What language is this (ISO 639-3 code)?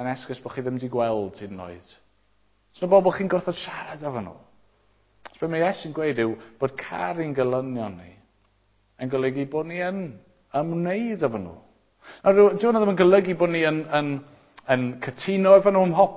cym